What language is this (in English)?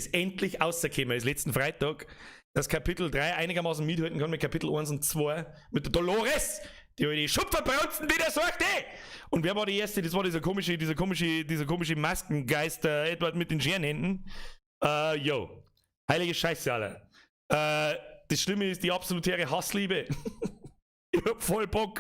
Bavarian